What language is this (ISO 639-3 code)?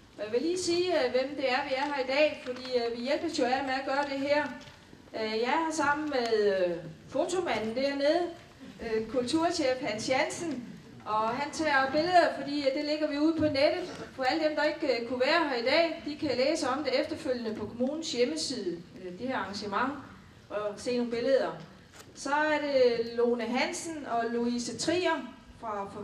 dan